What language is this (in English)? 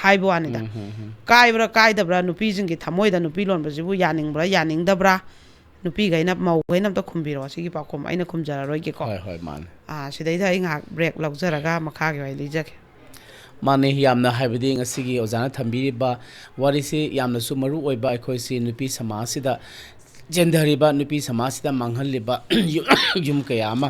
Manipuri